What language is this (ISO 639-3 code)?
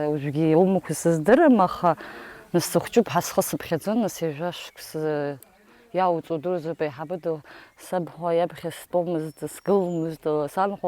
abk